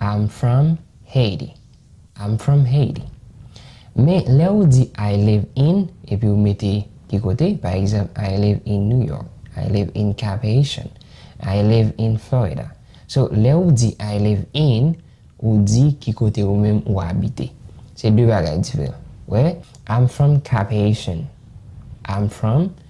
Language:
Haitian Creole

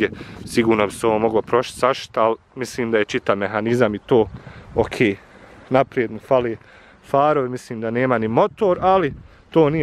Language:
Bosnian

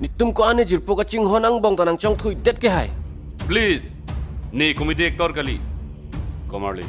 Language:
Karbi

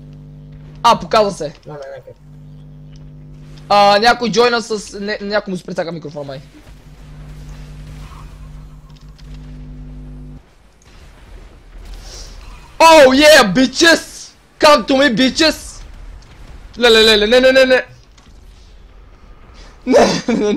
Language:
Bulgarian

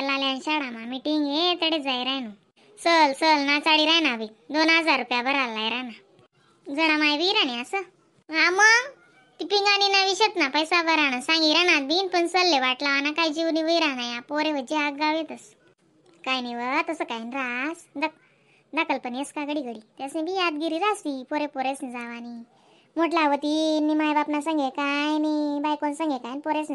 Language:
Khandesi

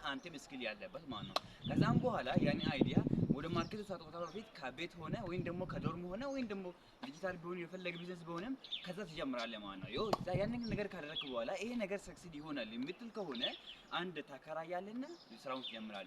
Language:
Amharic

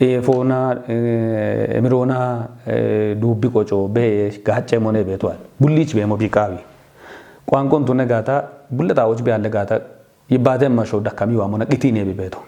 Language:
Kafa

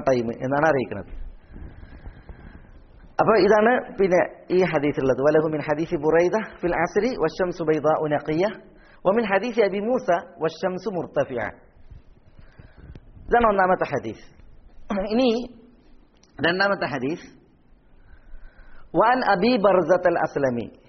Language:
Malayalam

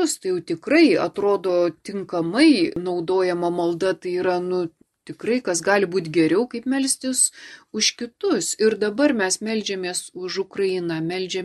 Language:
Lithuanian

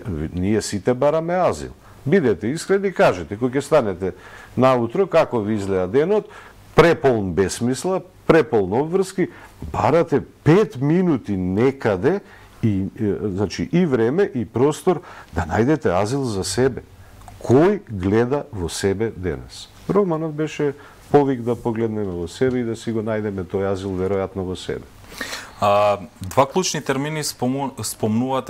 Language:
Macedonian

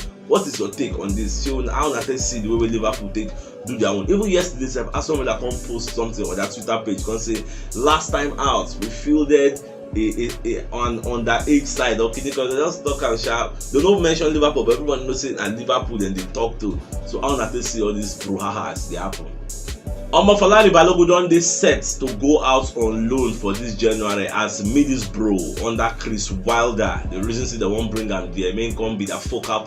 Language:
Nigerian Pidgin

